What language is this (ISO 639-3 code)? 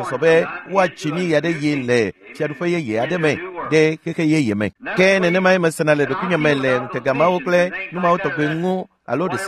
ewe